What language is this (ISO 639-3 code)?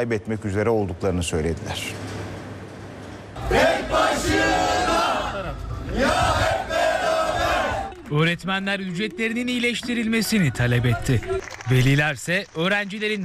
tur